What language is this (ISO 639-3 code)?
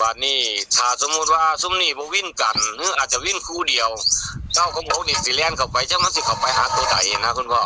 tts